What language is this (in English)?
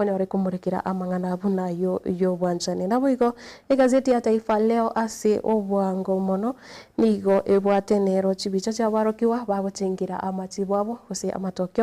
Gusii